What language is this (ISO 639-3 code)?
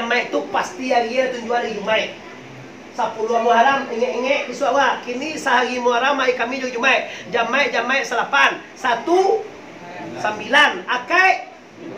min